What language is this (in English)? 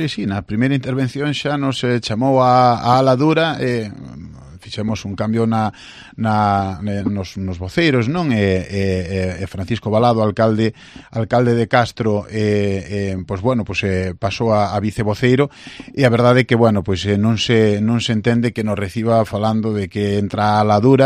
Galician